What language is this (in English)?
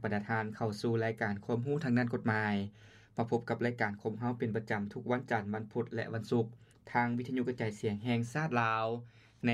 Lao